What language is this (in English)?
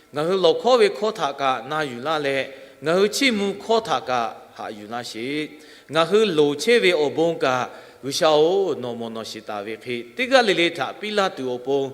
Lahu